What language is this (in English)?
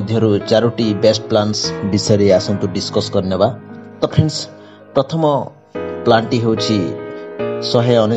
Odia